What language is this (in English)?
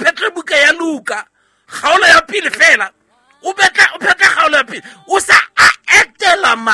Southern Sotho